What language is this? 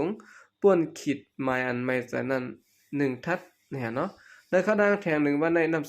Shan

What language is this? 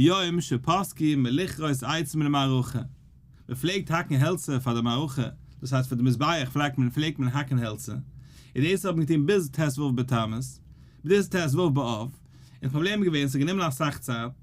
Yiddish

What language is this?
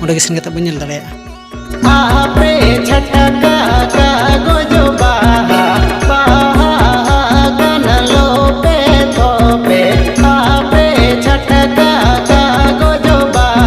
Santali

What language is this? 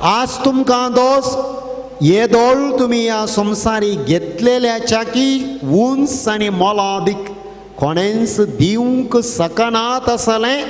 Konkani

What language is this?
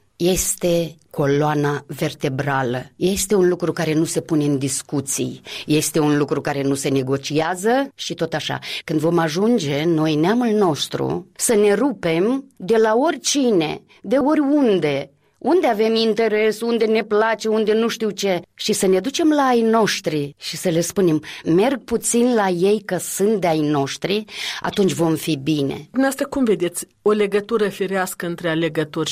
Romanian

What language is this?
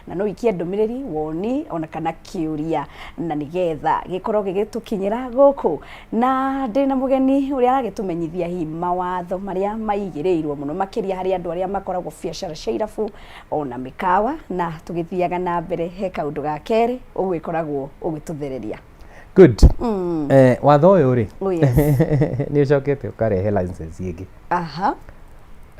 Kikuyu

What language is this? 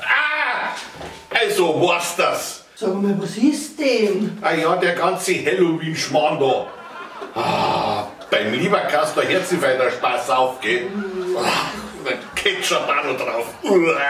Bavarian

